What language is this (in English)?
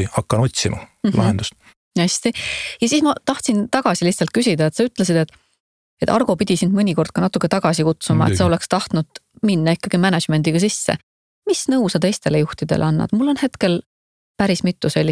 Estonian